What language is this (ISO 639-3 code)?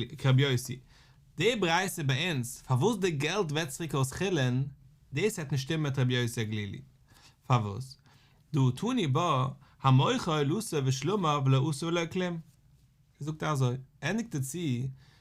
yid